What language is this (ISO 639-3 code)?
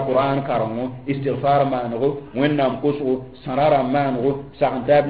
mos